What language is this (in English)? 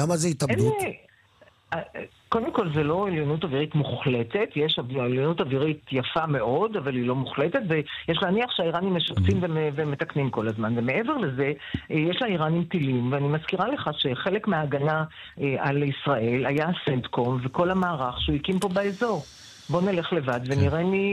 Hebrew